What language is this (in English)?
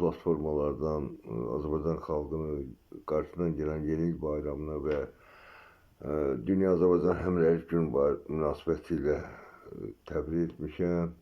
Azerbaijani